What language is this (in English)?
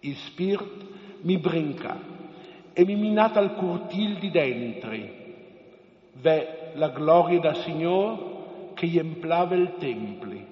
Friulian